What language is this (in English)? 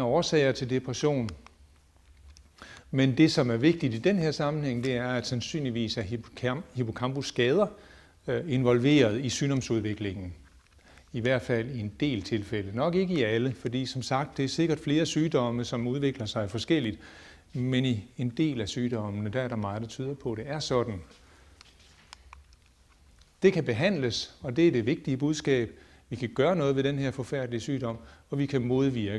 Danish